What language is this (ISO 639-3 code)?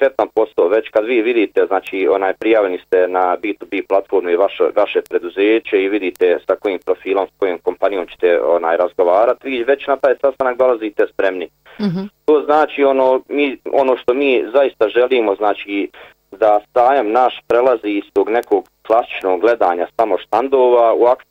bos